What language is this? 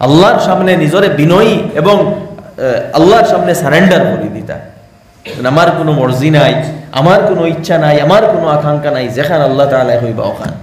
Sylheti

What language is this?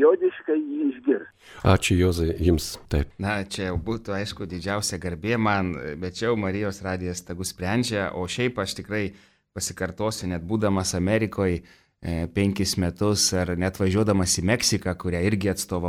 Lithuanian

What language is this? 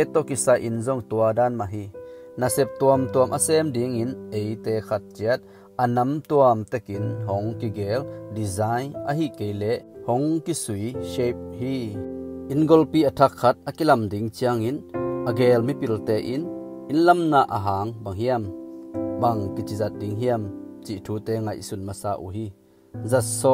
Tedim Chin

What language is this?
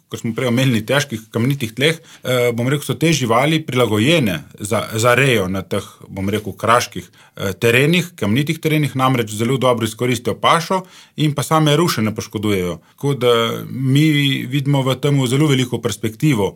Slovenian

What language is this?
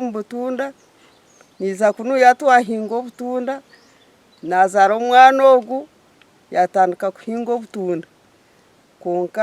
Nyankole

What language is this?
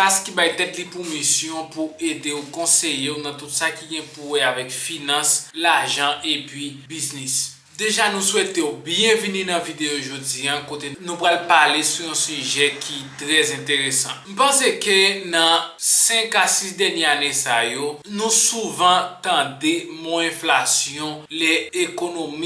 Haitian Creole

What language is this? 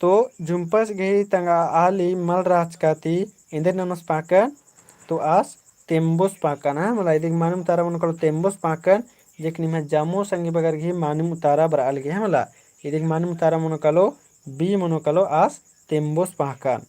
Kurukh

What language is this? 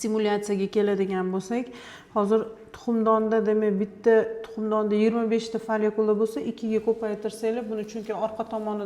Uzbek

